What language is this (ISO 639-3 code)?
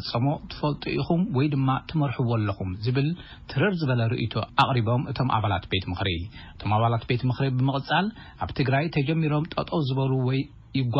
tir